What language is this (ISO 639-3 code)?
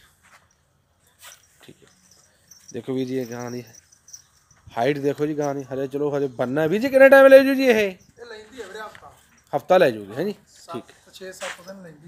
pan